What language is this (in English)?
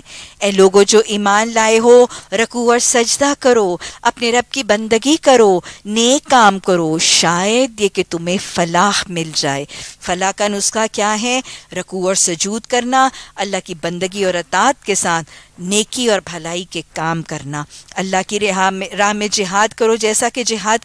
Urdu